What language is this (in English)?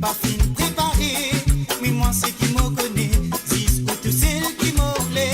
Morisyen